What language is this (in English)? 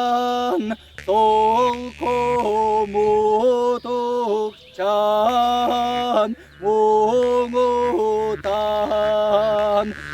Yakut